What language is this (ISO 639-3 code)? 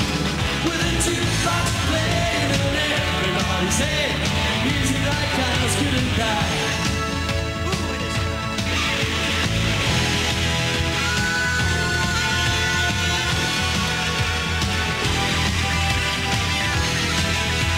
eng